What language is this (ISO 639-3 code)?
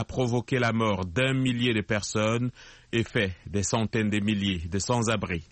fra